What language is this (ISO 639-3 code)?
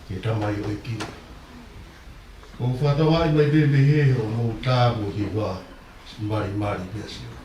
ton